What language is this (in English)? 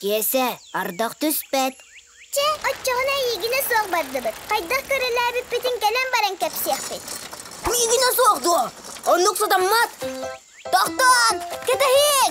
Yakut